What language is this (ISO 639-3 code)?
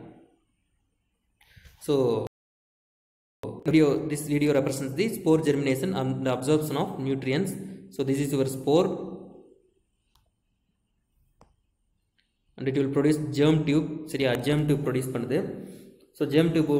tam